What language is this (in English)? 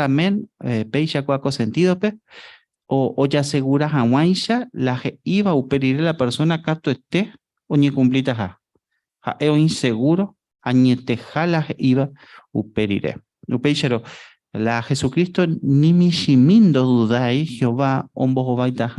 Guarani